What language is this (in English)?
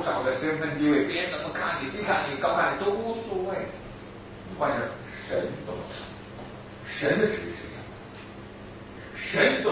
Chinese